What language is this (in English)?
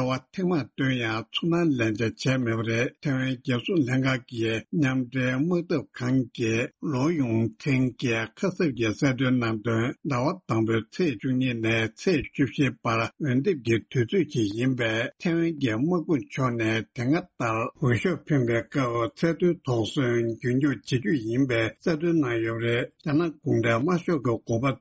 Tibetan